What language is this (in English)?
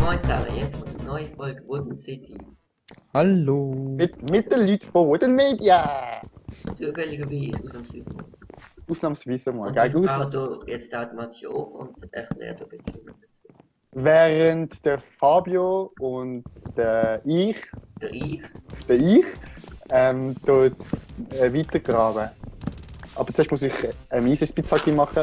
Swiss German